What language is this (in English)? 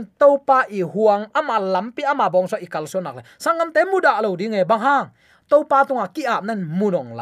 Tedim Chin